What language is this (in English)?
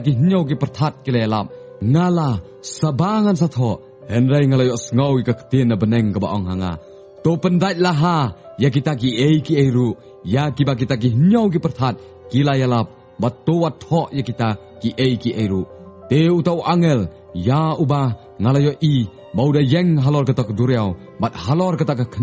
Khasi